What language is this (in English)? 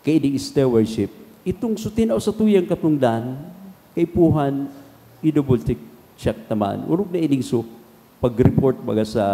Bikol